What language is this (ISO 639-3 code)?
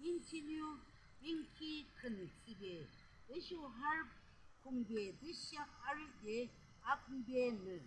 yim